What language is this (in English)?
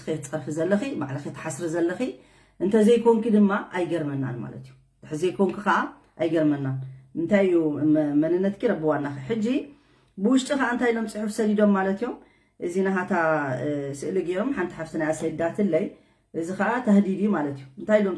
Tigrinya